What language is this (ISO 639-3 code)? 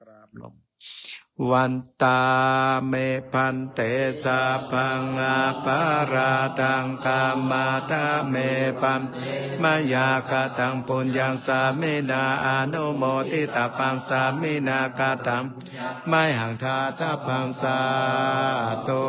pli